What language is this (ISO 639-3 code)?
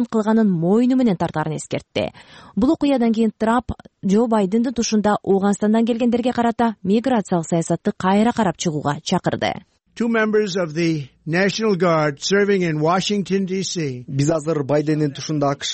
kir